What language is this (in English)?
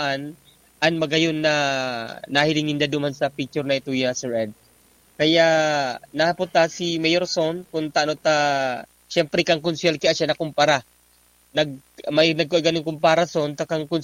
Bikol